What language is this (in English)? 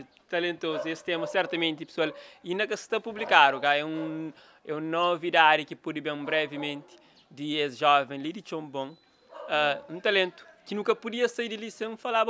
Kabuverdianu